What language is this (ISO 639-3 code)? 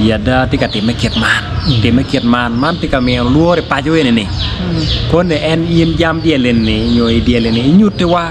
ach